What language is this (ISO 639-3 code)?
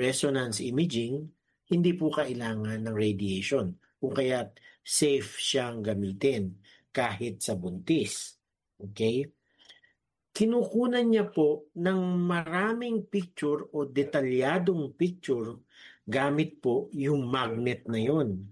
fil